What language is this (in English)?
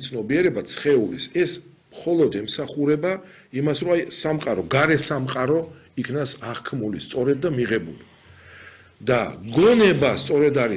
Georgian